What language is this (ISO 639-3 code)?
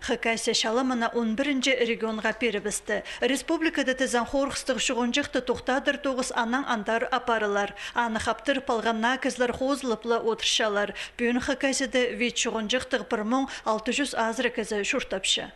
kjh